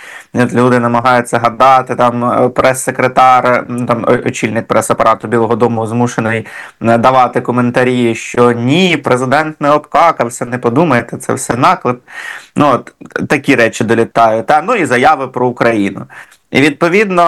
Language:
Ukrainian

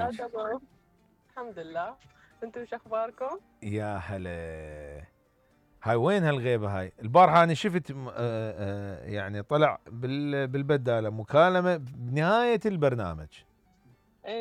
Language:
Mesopotamian Arabic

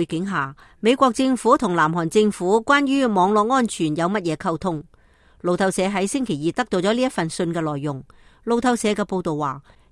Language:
Cantonese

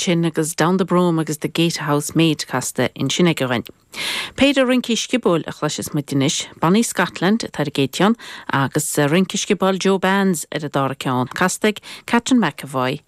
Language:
Irish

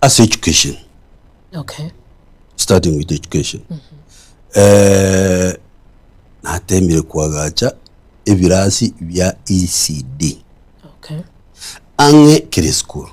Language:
Gusii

